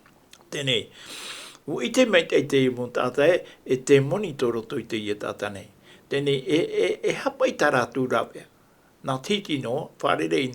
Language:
Tahitian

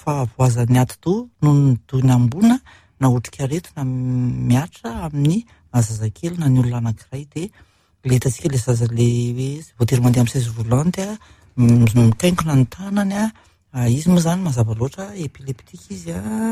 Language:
Malagasy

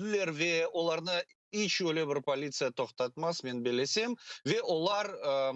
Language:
Crimean Tatar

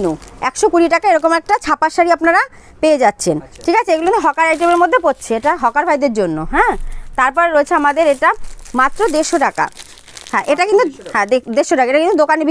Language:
Bangla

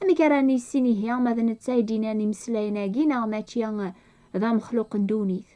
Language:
Kabyle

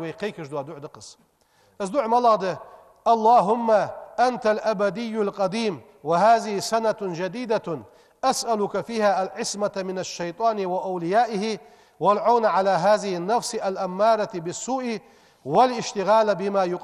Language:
Ingush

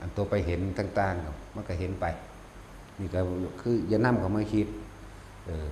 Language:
Northeastern Thai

